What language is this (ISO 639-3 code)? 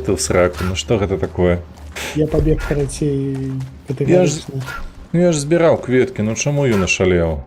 bel